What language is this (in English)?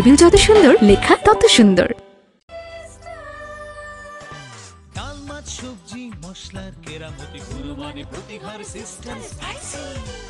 Bangla